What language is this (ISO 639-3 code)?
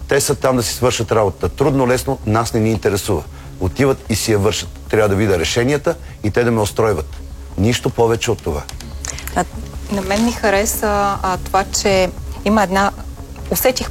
bul